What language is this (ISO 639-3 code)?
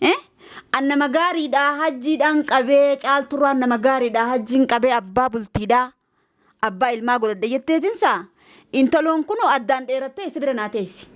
orm